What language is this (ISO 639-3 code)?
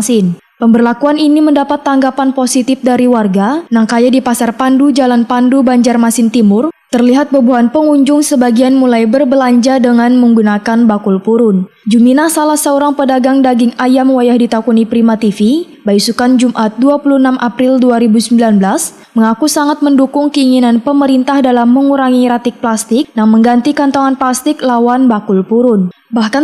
bjn